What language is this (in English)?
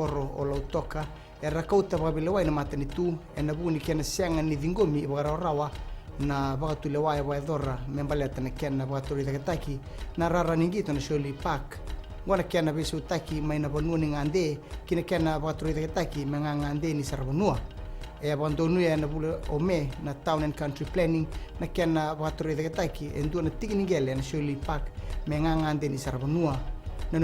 Fijian